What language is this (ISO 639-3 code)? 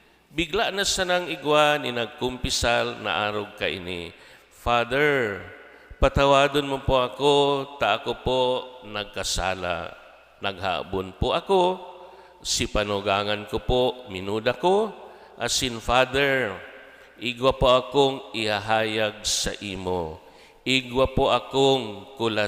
bik